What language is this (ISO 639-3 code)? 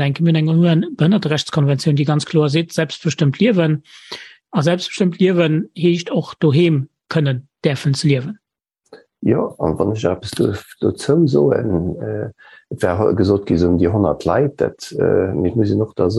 ltz